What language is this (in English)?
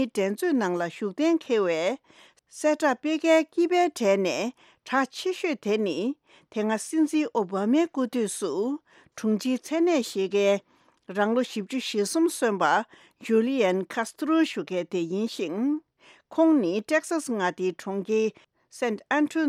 Tibetan